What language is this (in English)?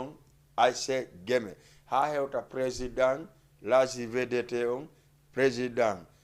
Fula